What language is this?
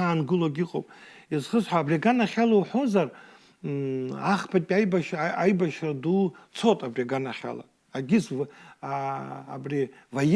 Abkhazian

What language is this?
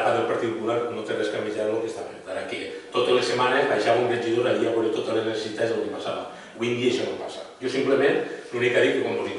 Catalan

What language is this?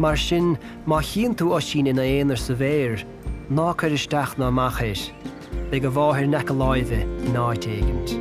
Irish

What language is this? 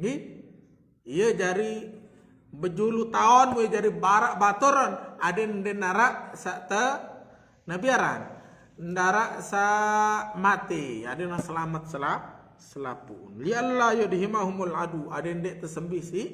Sasak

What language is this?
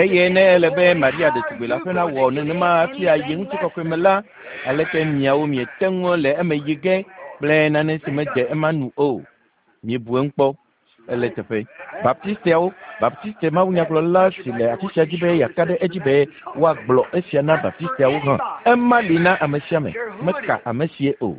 Ewe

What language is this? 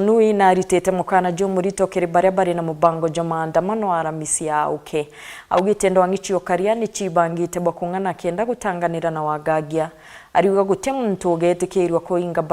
Meru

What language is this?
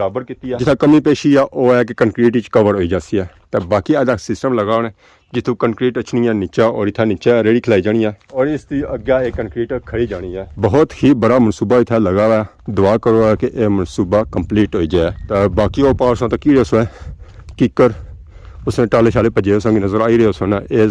Pahari-Potwari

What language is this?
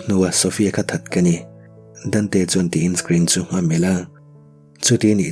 Mizo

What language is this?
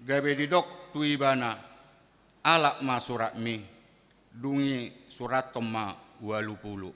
Batak Toba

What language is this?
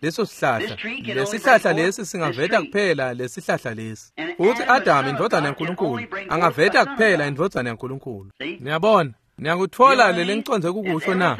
Swati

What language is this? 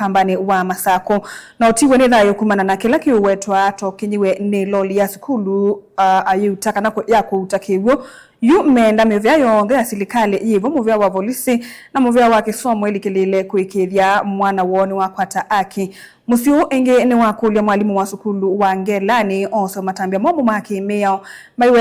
Kamba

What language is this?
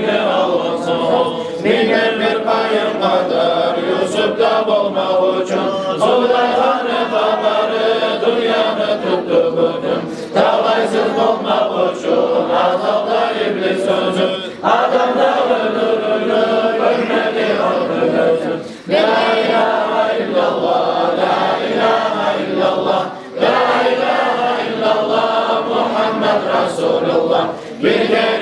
Kumyk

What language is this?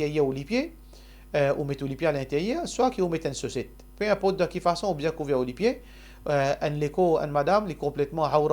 Morisyen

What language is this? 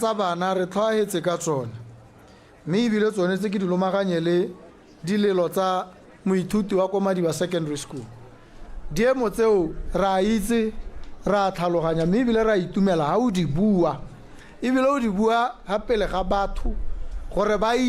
Tswana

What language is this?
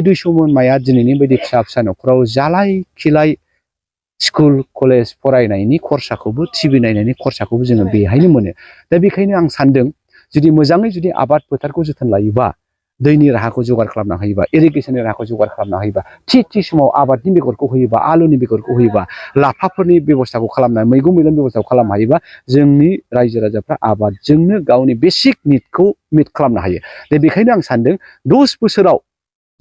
Bodo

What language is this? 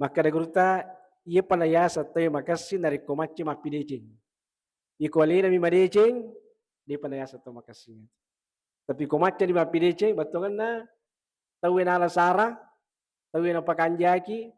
Buginese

